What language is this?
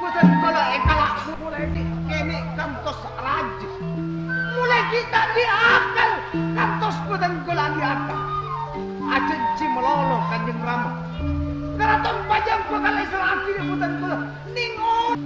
Madurese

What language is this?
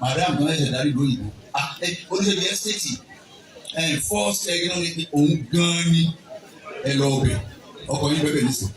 Yoruba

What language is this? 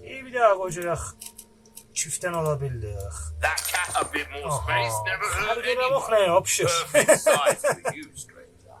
South Azerbaijani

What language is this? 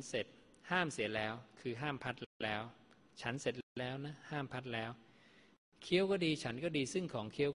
Thai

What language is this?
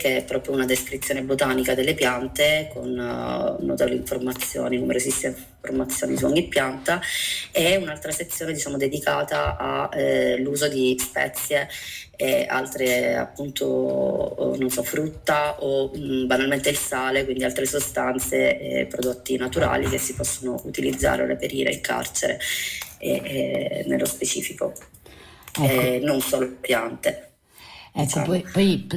Italian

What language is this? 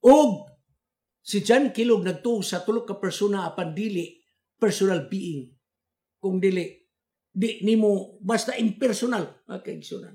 Cebuano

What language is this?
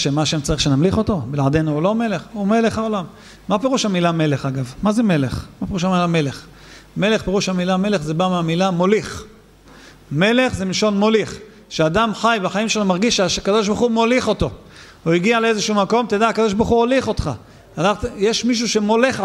Hebrew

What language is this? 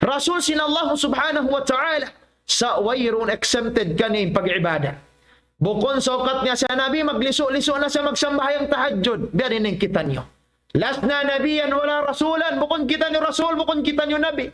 Tausug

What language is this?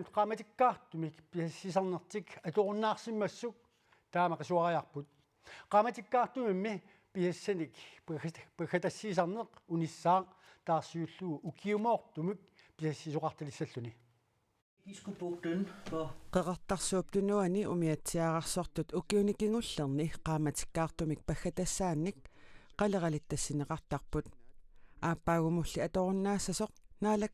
Kalaallisut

